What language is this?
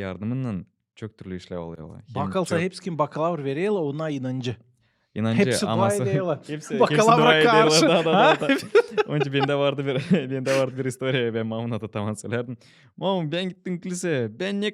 Gagauz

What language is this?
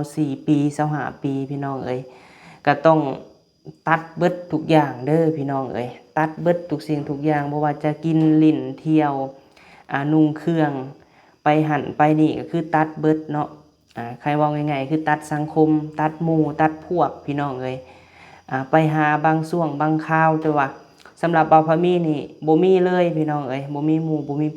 Lao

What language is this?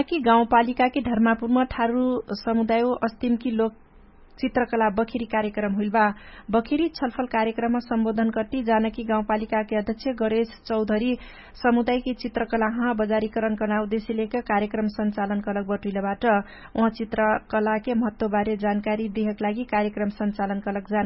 Dangaura Tharu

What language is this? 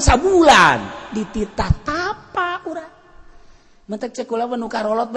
Sundanese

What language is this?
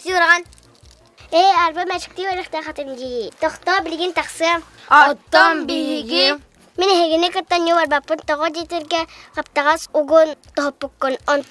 Yakut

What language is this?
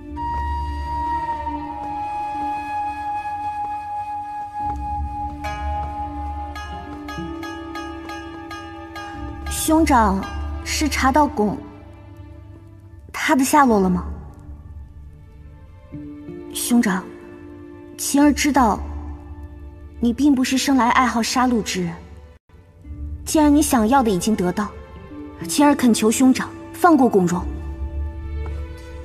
Chinese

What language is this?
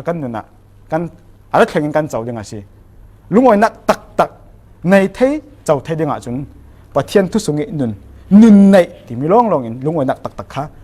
Falam Chin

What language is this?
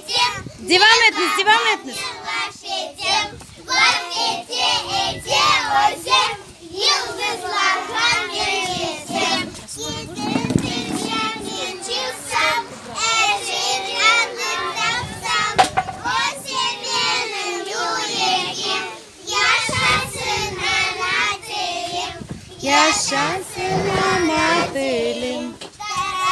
Crimean Tatar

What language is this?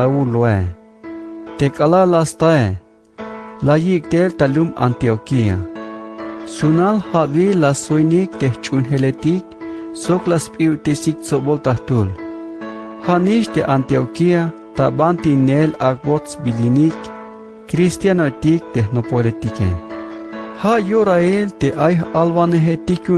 Tzeltal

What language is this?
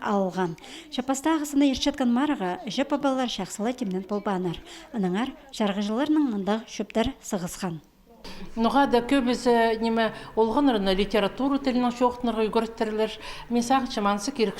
Khakas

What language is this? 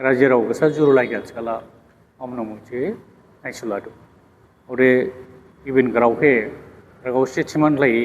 Dimasa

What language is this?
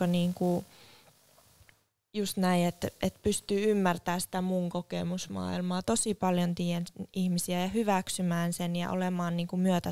Finnish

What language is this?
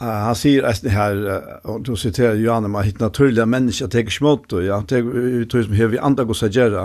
Faroese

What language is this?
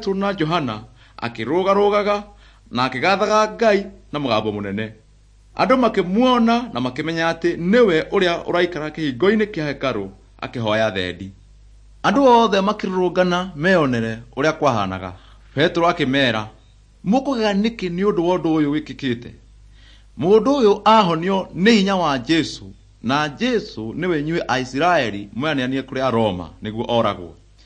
Kikuyu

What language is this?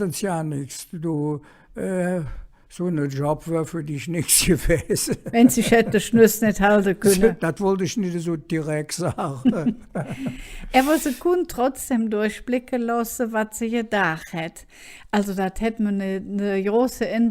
Colognian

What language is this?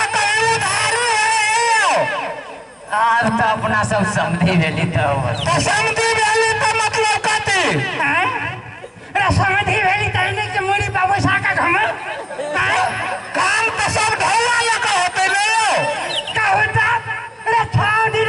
Maithili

